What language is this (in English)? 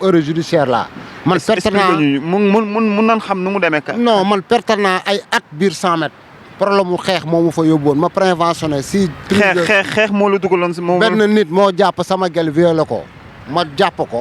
Wolof